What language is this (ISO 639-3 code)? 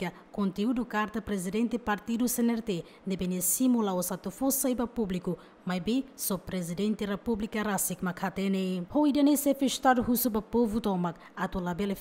tet